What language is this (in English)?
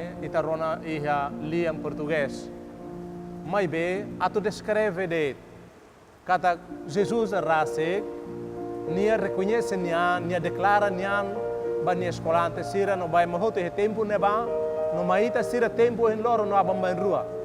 Tetum